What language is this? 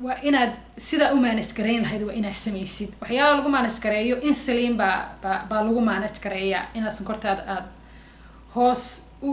Somali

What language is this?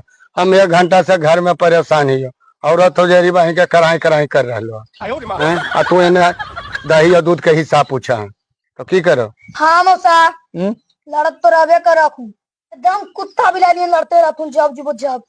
Magahi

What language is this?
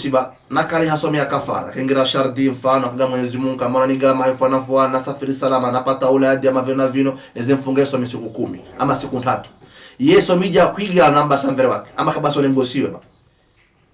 Swahili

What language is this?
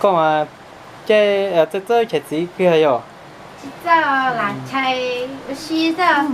Hmong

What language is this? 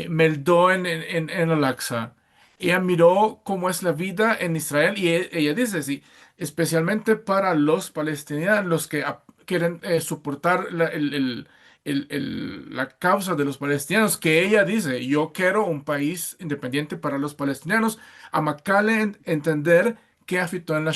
Ladino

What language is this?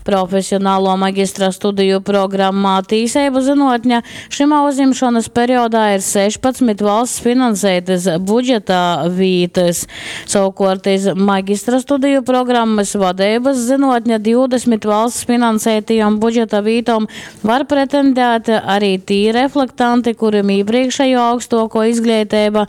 Latgalian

